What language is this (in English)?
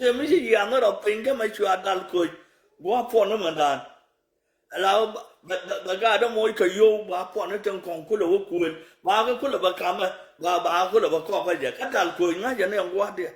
Nuer